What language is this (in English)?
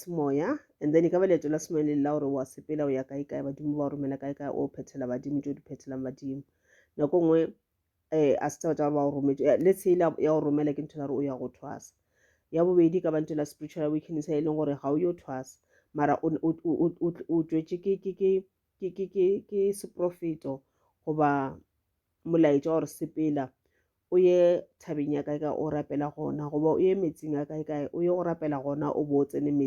Northern Sotho